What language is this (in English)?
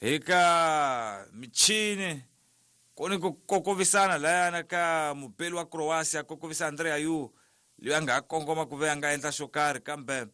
Tsonga